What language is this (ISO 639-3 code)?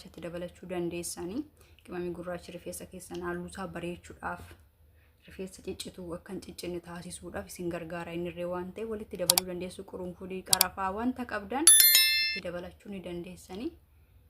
orm